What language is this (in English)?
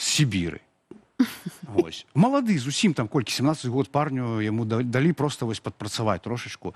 Belarusian